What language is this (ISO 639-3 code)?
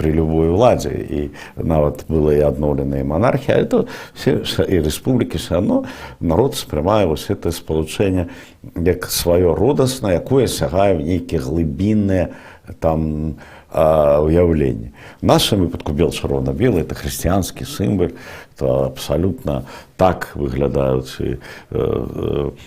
bel